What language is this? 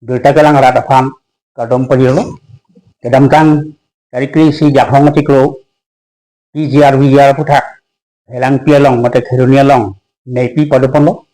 Karbi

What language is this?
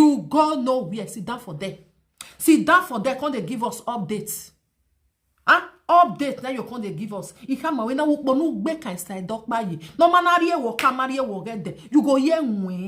Nigerian Pidgin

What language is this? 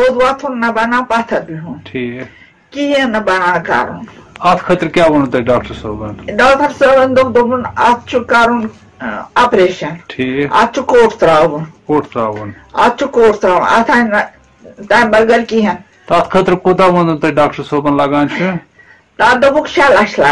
Kashmiri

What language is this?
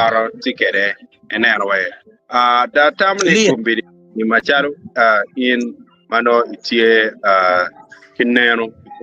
Acoli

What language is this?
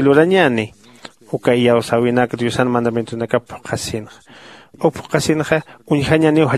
Aymara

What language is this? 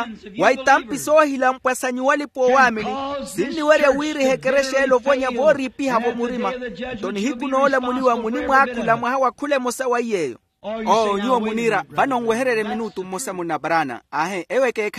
Makhuwa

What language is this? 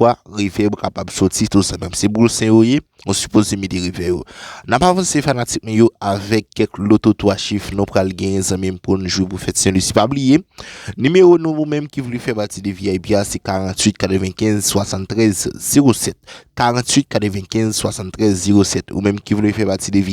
Haitian Creole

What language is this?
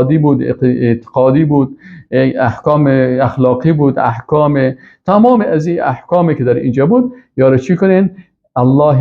Persian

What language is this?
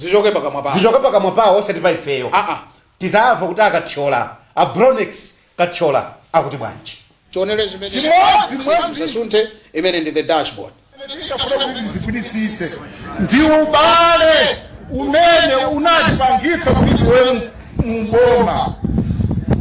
Nyanja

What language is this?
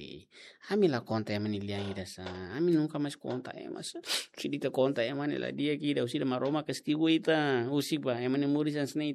Tetum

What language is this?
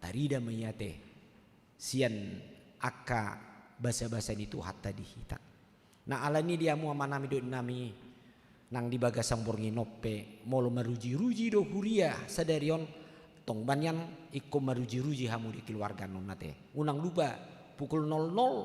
Batak Toba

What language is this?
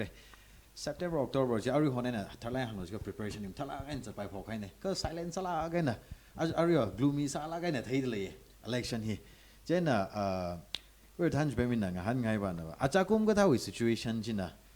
Tangkhul Naga (India)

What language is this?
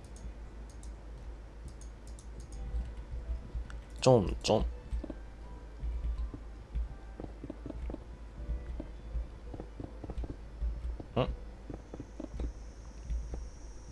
Japanese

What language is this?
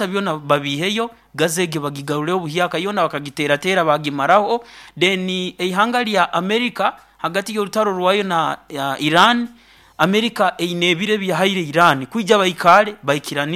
Nyoro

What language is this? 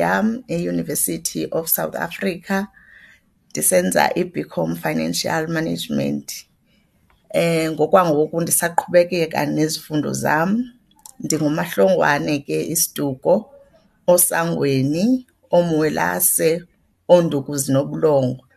Xhosa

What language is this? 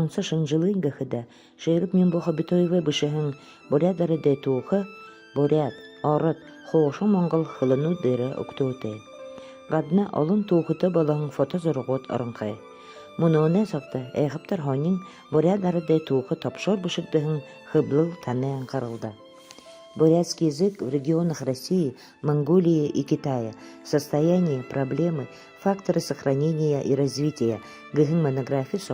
Buriat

